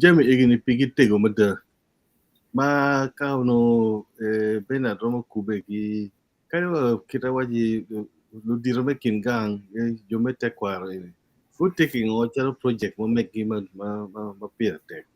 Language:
Acoli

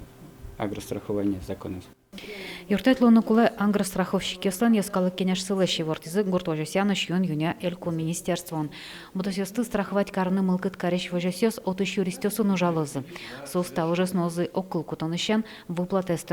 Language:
Udmurt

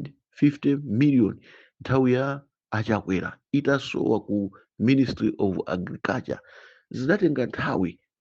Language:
Nyanja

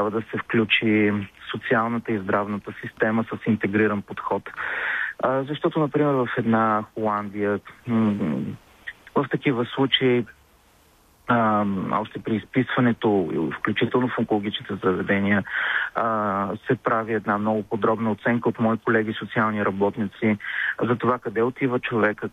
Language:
Bulgarian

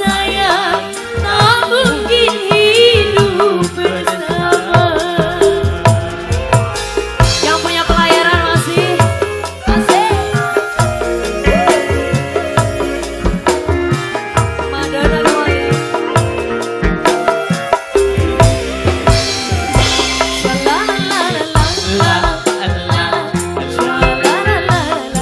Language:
Indonesian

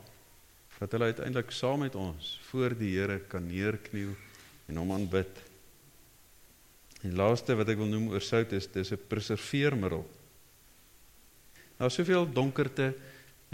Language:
Afrikaans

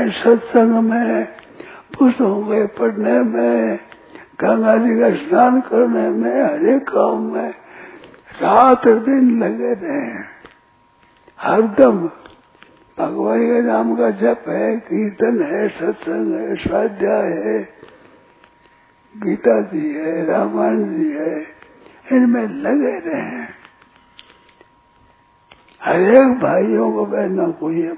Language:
Hindi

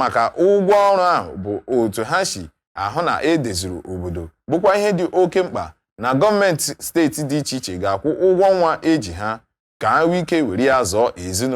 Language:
Igbo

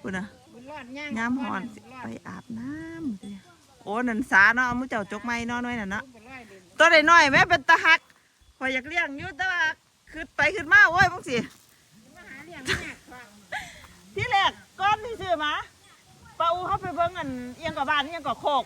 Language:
Lao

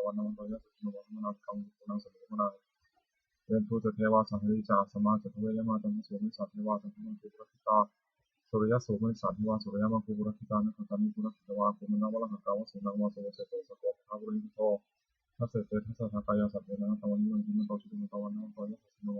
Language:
Pali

